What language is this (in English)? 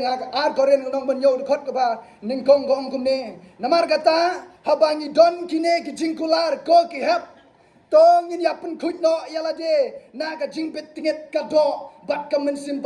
Khasi